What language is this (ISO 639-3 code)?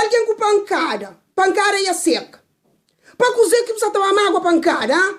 kea